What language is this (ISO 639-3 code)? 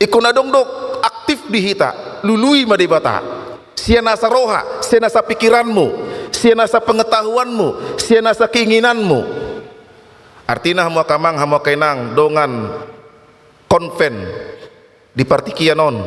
bbc